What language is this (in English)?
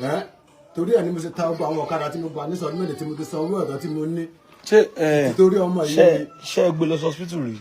Yoruba